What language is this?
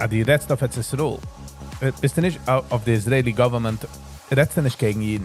Yiddish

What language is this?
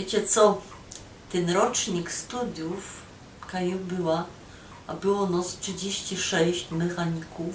Silesian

